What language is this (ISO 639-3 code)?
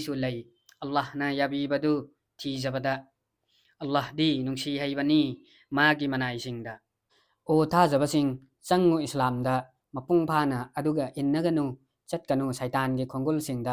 mni